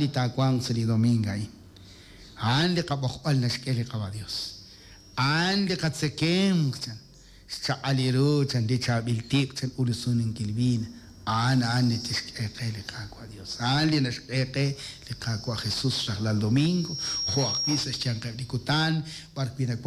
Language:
Kekchí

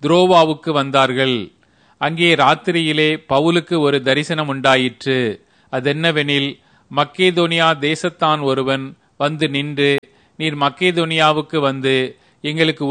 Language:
Tamil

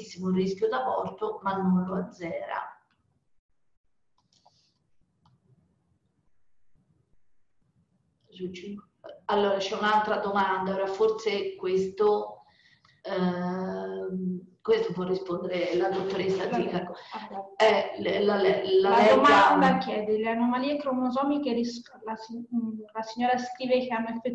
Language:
Italian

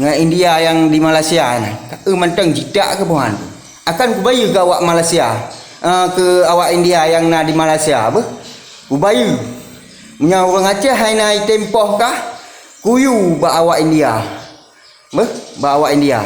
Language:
Achinese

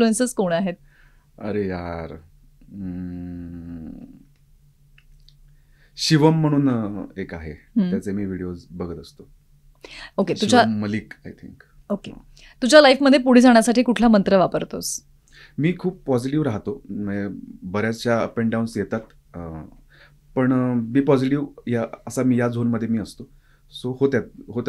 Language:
Marathi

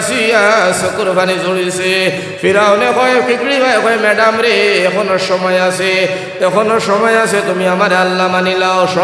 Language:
Sylheti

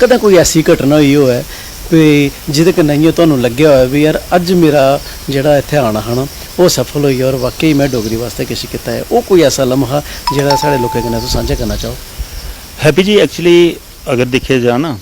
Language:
Dogri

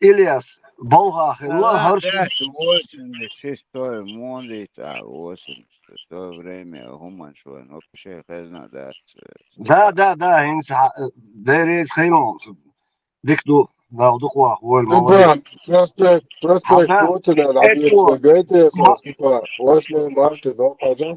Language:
Chechen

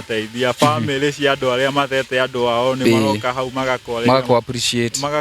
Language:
Kikuyu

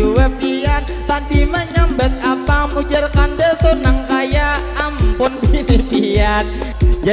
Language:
Banjar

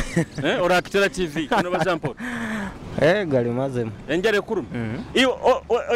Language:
Nyoro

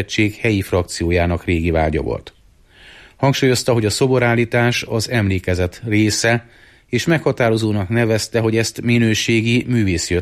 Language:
Hungarian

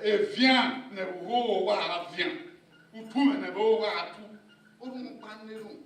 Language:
Bini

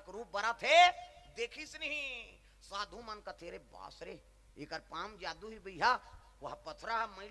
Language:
Chhattisgarhi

